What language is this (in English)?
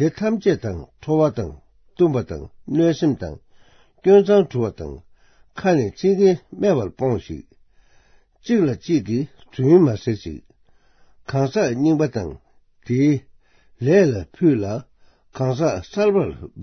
Tibetan